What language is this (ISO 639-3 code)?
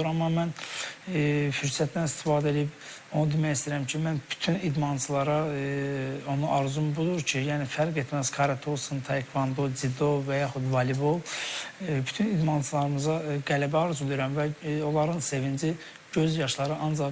aze